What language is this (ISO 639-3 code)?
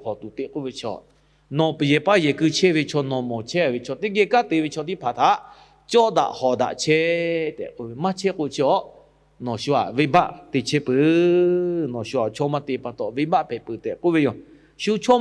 lhu